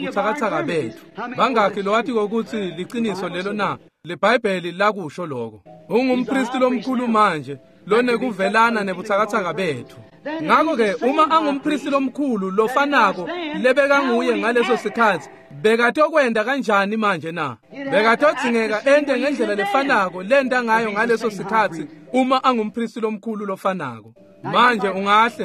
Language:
Swati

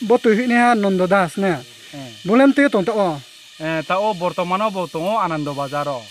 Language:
Kok Borok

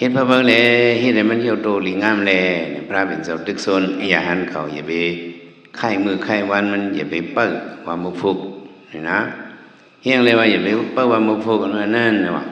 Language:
Shan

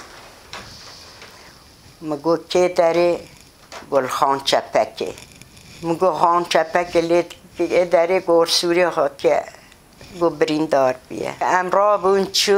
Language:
Kurdish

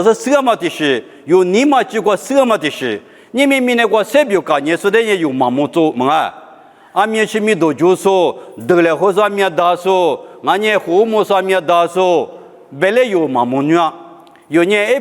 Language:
Lisu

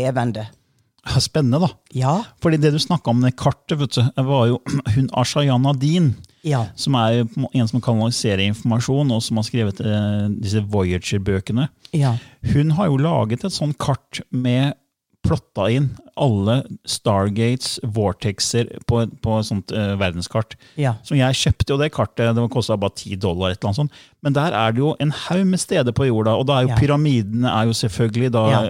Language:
Norwegian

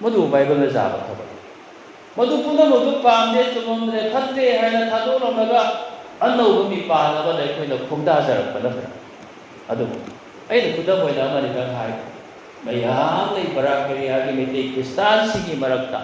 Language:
Manipuri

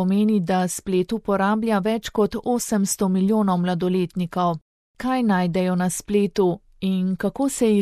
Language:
Slovenian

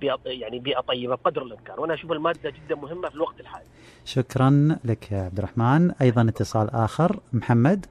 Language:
Najdi Arabic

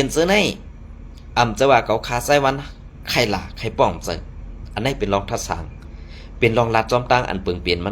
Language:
Shan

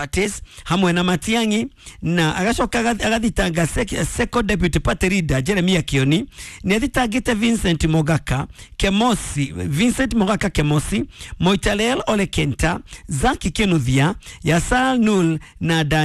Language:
Kikuyu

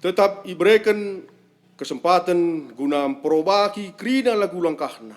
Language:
Batak Karo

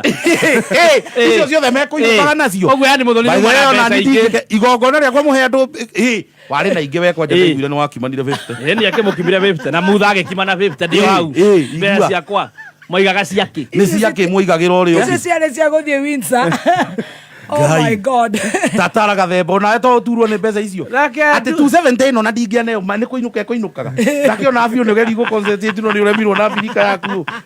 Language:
Kikuyu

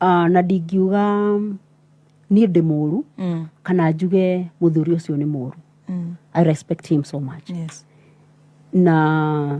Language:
Kikuyu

